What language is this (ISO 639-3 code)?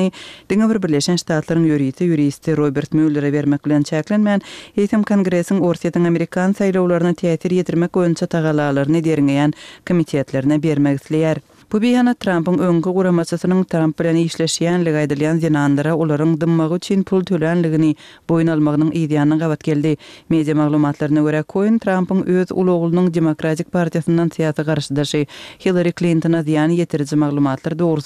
kir